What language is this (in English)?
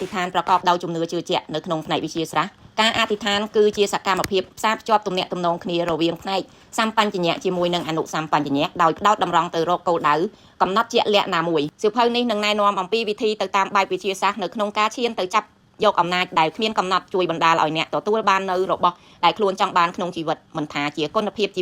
Khmer